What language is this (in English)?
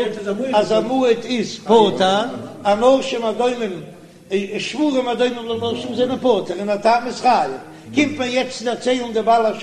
Yiddish